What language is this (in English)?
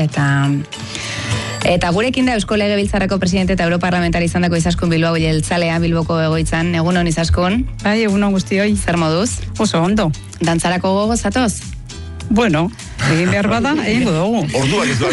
Basque